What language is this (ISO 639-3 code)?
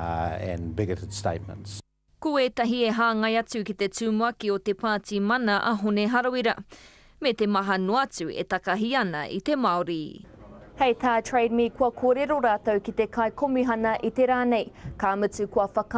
mri